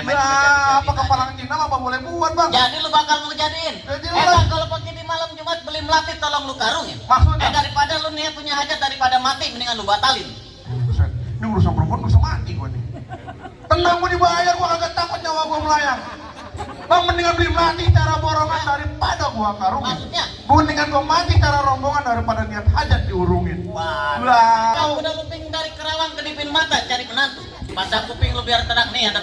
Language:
Betawi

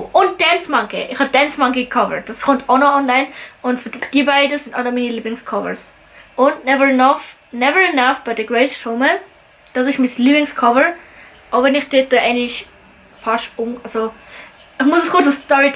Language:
Swiss German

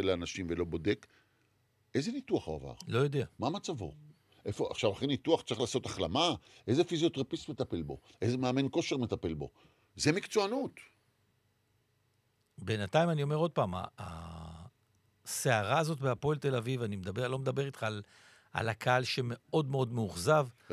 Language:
Hebrew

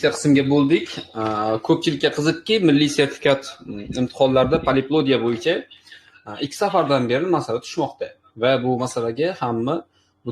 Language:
Uzbek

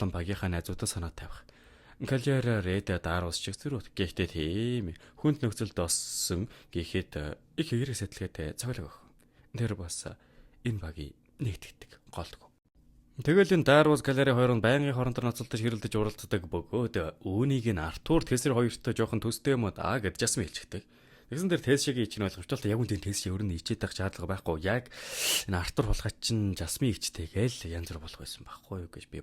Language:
Mongolian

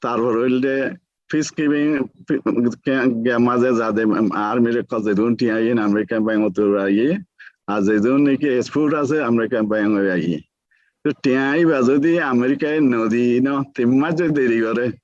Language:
Rohingya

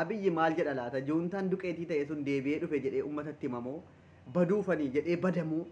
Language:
Oromo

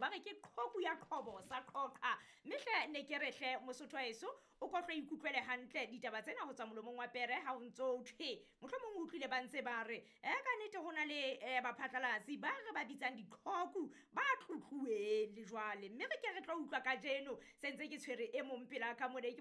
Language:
Southern Sotho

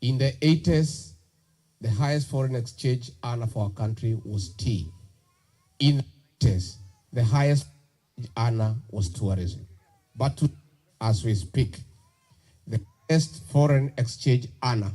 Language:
Kamba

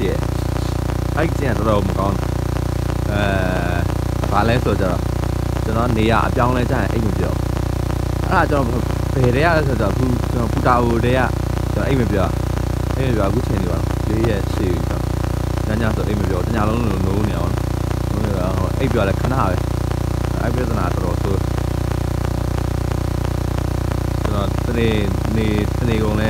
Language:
Burmese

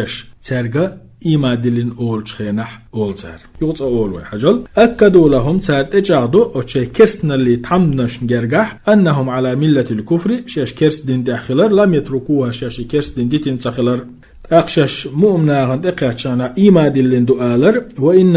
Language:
Chechen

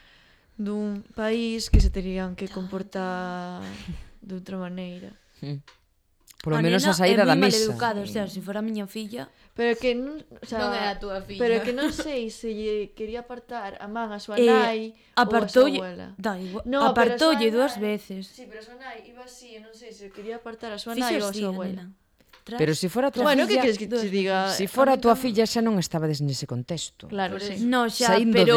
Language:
Galician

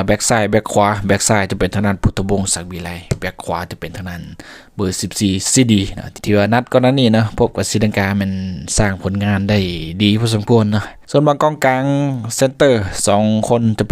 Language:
Lao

